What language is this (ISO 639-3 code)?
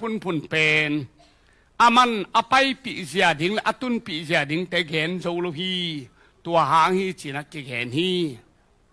ctd